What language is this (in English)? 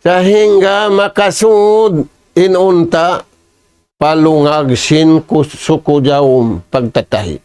Tausug